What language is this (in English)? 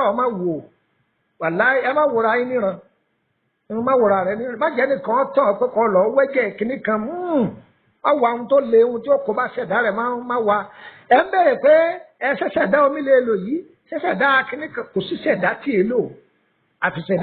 Yoruba